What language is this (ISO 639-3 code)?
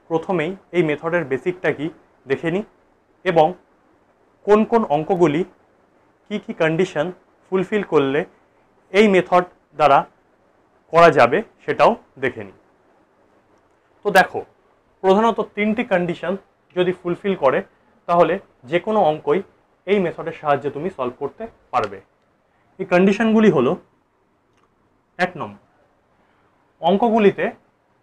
ben